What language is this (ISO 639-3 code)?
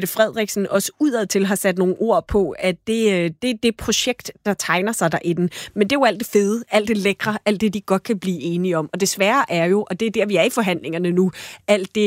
dan